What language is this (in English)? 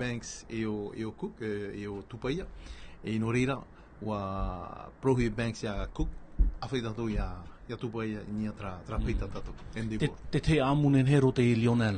Tahitian